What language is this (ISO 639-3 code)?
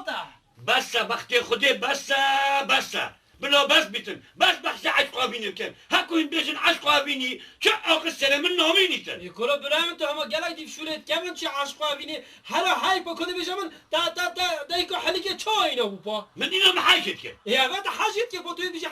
kur